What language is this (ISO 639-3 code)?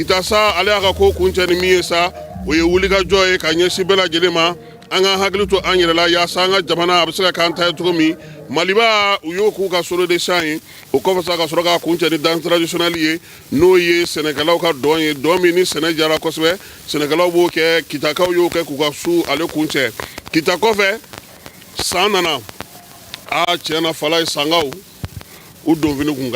bam